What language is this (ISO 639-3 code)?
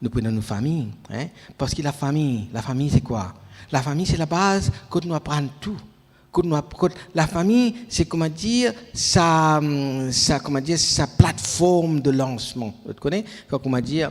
mfe